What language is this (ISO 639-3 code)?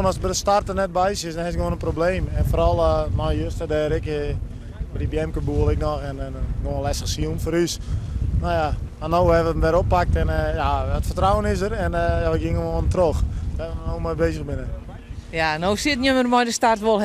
fry